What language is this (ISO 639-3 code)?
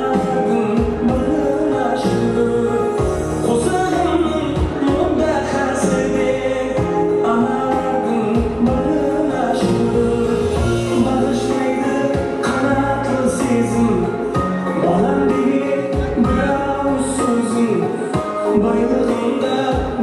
kaa